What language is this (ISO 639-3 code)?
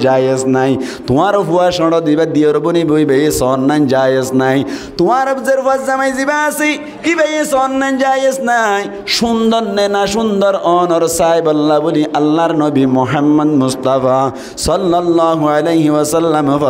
rhg